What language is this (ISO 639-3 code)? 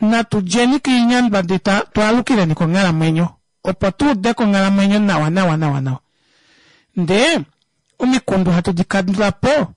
kua